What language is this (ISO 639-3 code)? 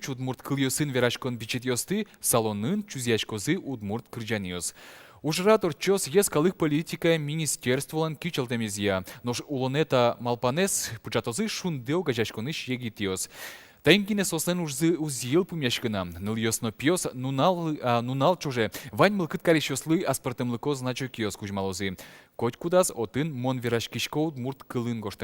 udm